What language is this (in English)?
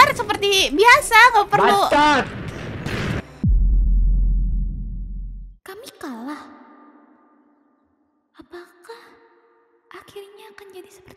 Indonesian